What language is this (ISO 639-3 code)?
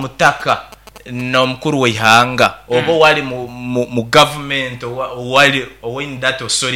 nyn